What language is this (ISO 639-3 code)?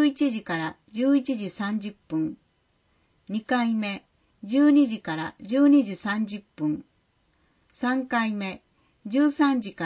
jpn